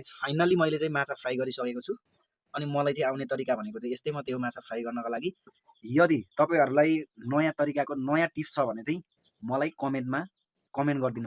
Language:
Nepali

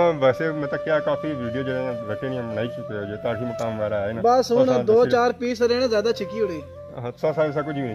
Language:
Pahari-Potwari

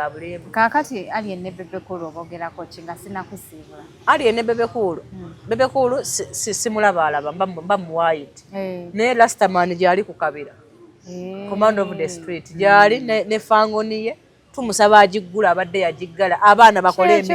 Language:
Ganda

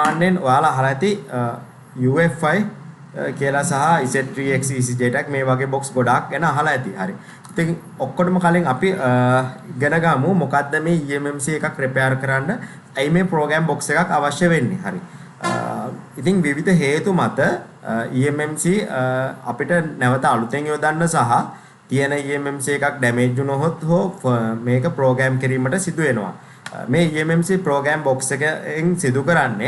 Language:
Sinhala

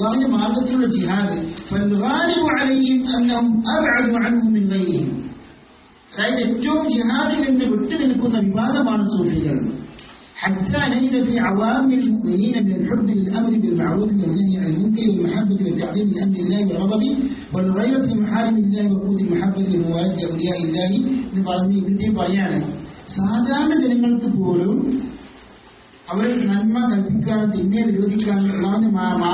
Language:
Malayalam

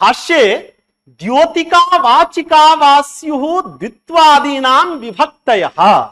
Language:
Sanskrit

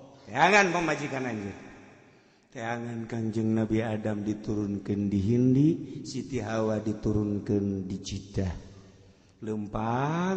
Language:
Sundanese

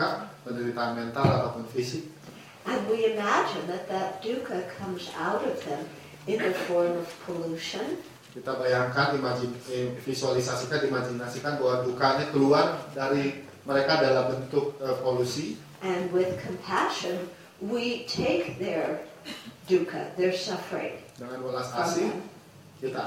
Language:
Indonesian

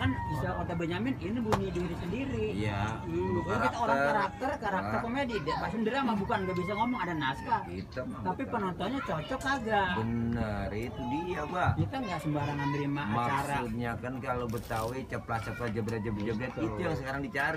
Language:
Betawi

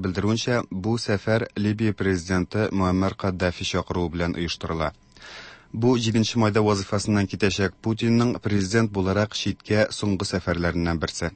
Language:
Tatar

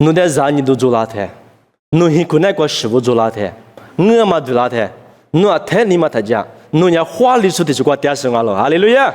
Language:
Lisu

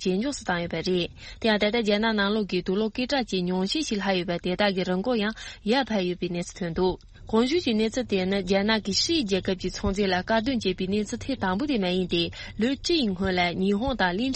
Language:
Tibetan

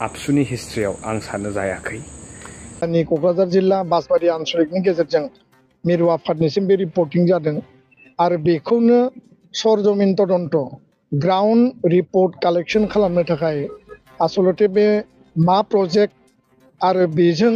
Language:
Bodo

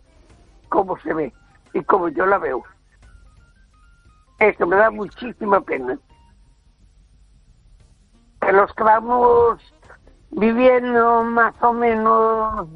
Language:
Spanish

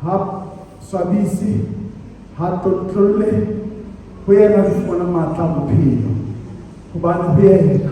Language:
Southern Sotho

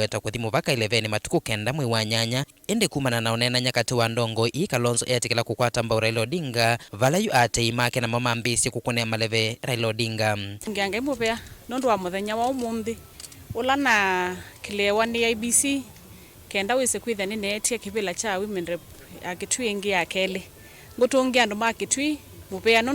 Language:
Kamba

